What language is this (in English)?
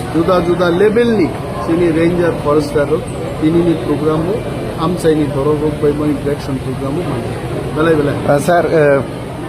Kok Borok